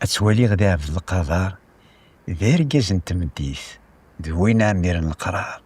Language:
Kabyle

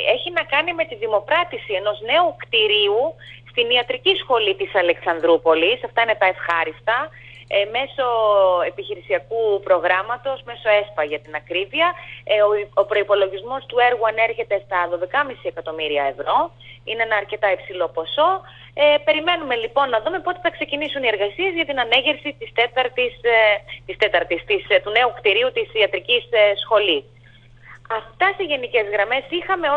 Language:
Greek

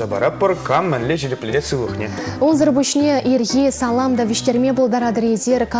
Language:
Chuvash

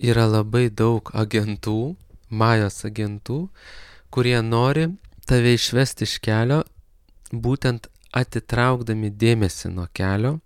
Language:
Lithuanian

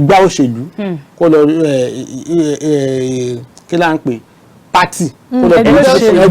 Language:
Yoruba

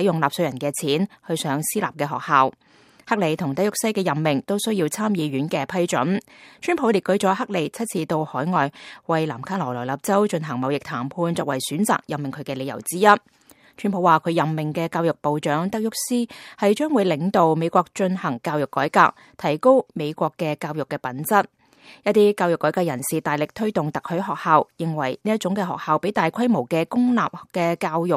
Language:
Cantonese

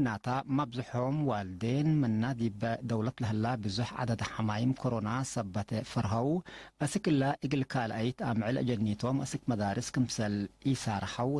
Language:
Tigre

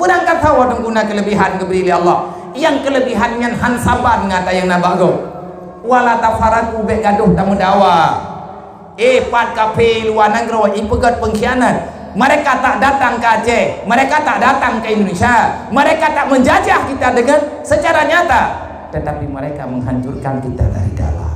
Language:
Achinese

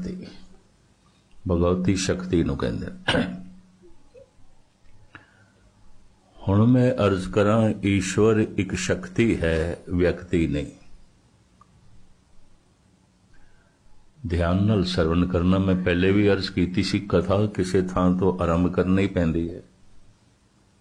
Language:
Punjabi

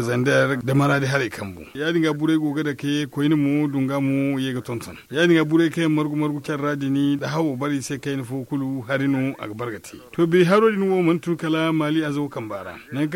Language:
Zarma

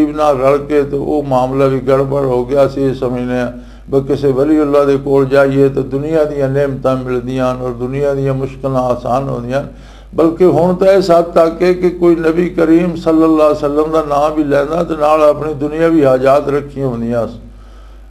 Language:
Western Panjabi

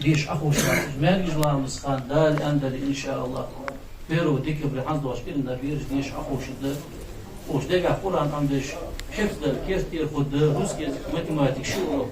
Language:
Ingush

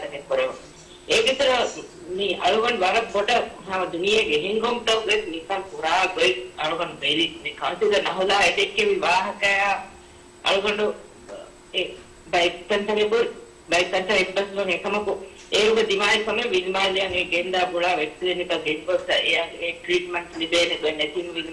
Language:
Divehi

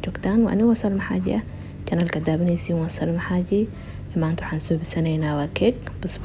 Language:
Somali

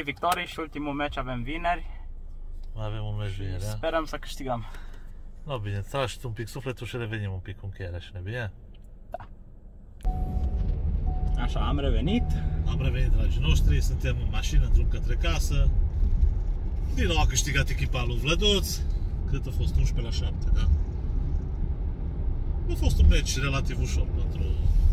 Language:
Romanian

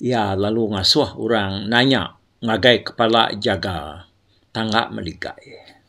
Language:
Iban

